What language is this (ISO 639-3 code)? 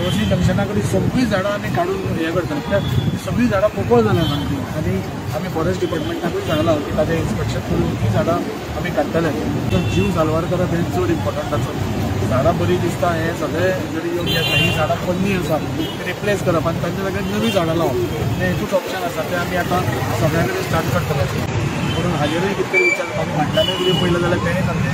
kok